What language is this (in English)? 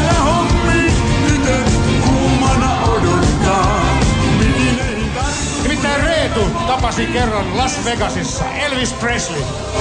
Finnish